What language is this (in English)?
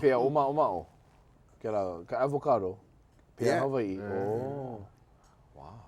Hawaiian